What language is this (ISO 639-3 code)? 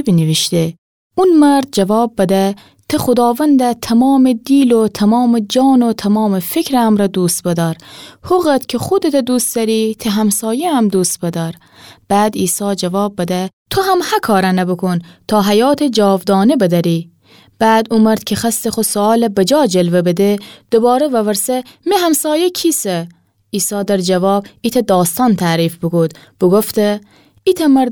glk